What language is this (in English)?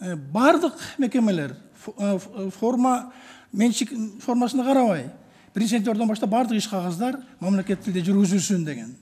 Kyrgyz